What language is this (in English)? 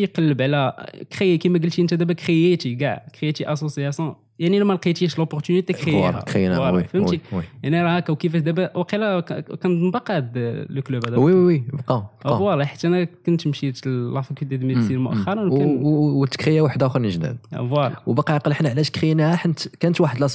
Moroccan Arabic